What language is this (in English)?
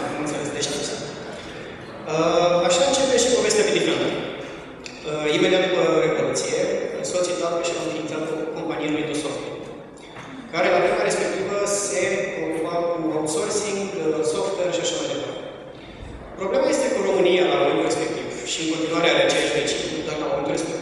Romanian